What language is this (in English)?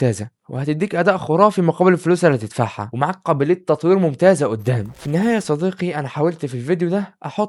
Egyptian Arabic